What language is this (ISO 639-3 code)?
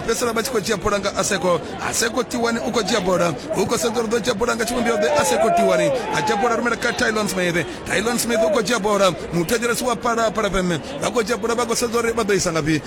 ven